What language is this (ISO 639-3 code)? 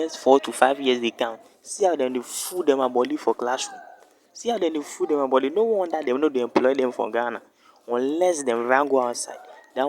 pcm